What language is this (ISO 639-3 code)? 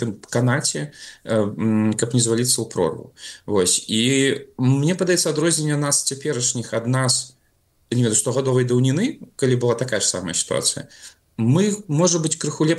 bel